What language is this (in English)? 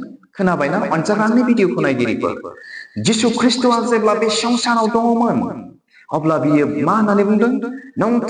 Bodo